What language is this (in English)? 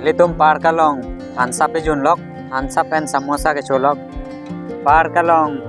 Karbi